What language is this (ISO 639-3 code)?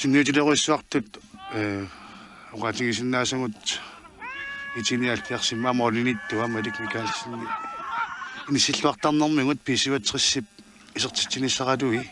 kal